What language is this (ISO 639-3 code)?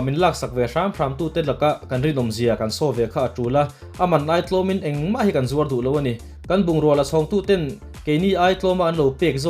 lus